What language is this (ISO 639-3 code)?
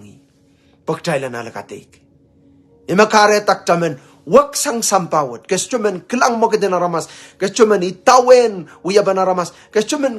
pon